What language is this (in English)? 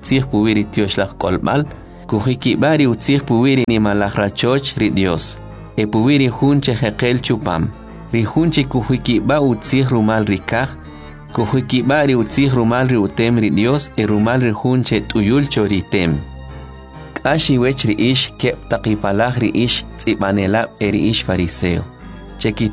Kʼicheʼ